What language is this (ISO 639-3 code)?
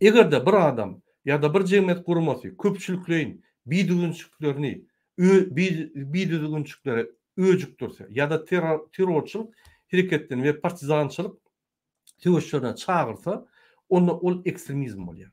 tuk